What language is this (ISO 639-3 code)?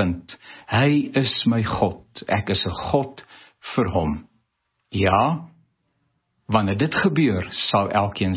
afr